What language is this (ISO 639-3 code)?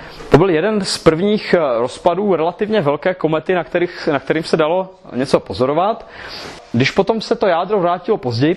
ces